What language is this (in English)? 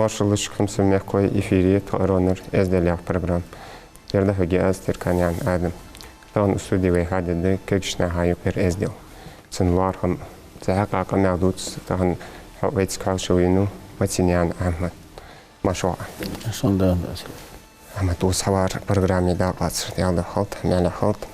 Ingush